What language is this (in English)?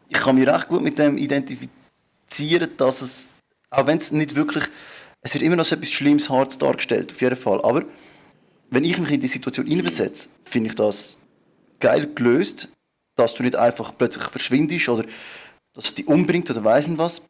Swiss German